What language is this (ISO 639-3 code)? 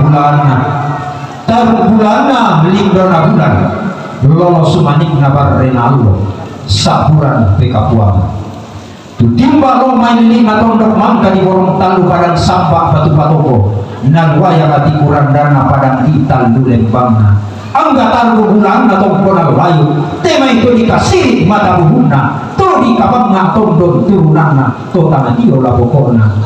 sda